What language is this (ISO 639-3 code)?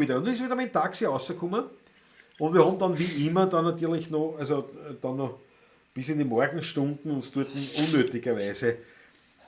bar